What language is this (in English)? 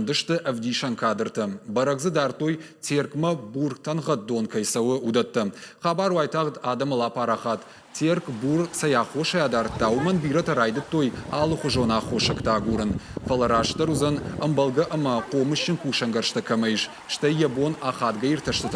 Ossetic